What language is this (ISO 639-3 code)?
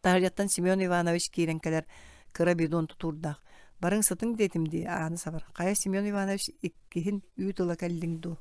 sah